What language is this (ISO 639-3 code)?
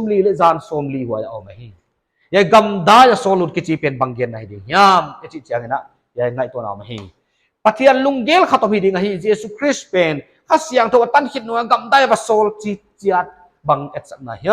pck